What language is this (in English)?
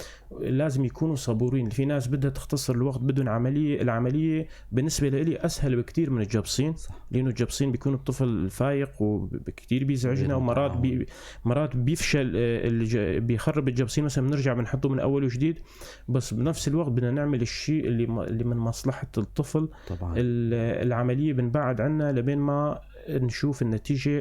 North Levantine Arabic